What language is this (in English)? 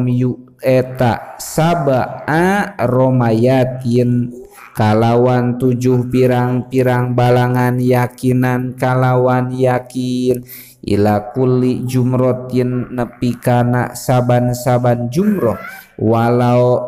Sundanese